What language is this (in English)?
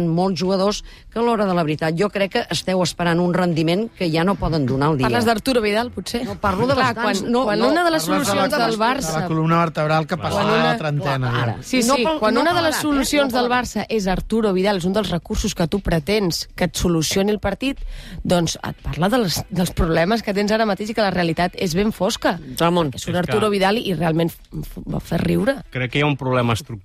Catalan